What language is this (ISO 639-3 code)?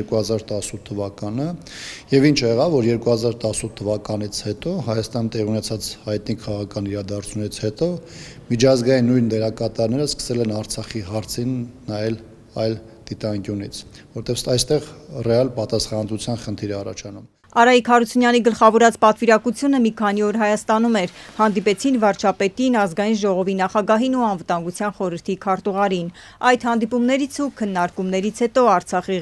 hye